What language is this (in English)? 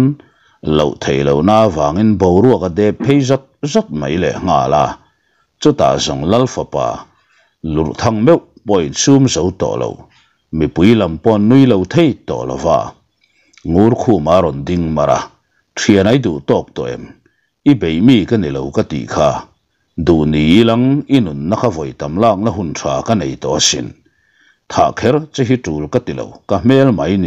Mizo